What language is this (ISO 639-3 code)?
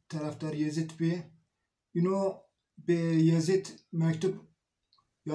zza